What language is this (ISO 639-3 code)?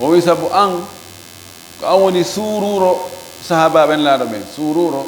ful